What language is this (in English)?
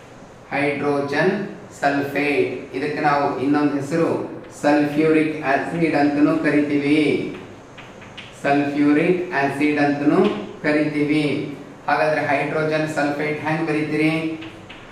Kannada